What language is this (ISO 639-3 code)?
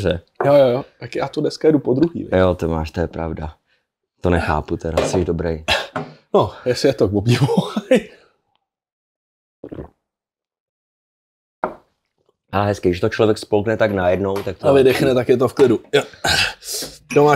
ces